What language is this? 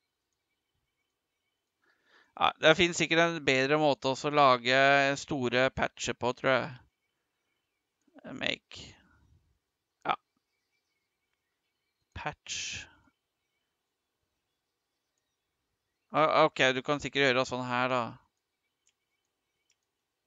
Norwegian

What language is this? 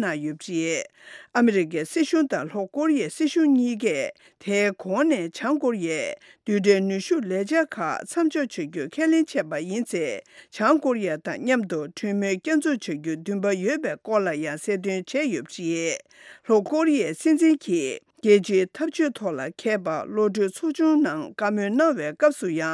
Tibetan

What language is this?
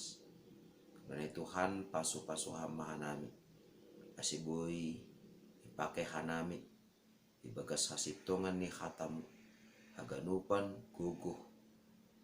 Batak Simalungun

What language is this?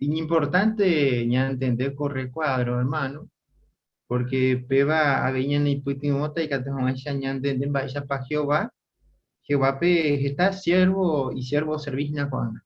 Guarani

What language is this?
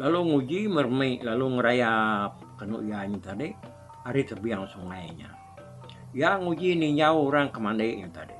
Iban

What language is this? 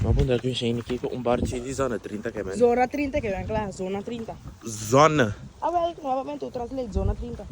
Papiamento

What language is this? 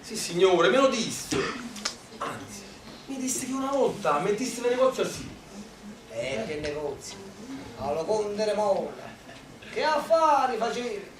Neapolitan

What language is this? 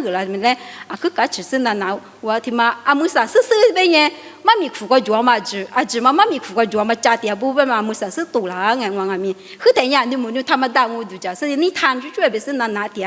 Lisu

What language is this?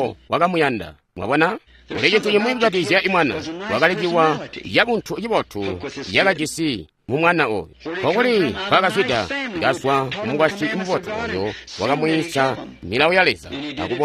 Tonga (Zambia)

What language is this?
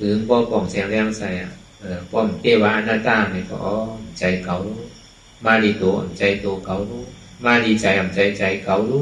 Shan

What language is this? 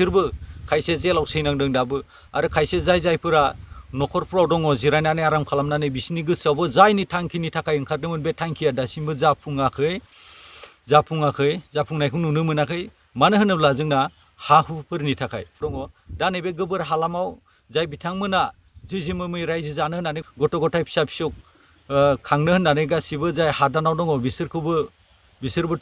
Bodo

